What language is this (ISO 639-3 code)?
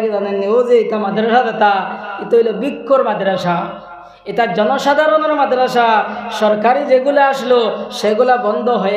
syl